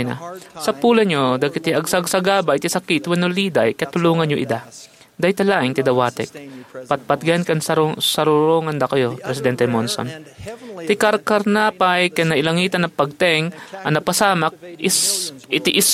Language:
Iloko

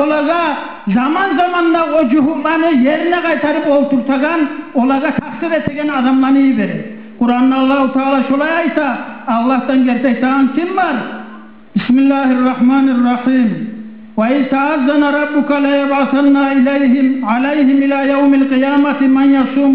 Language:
Kumyk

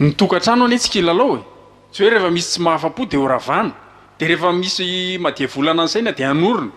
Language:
Malagasy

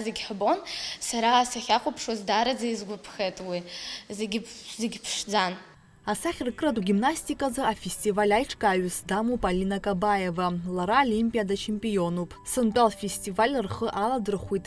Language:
Abkhazian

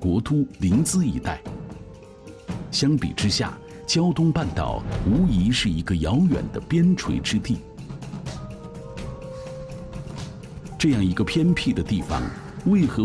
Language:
Chinese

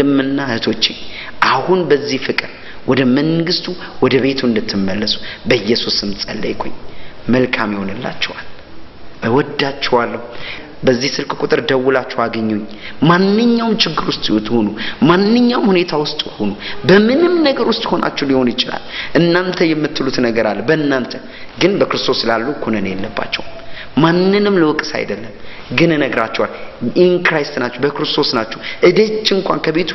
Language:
Amharic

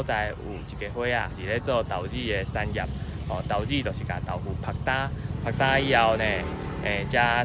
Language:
Min Nan Chinese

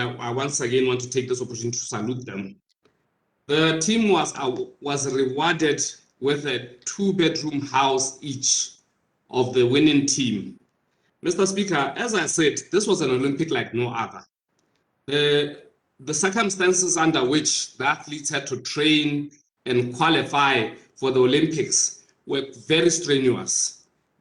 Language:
Tswana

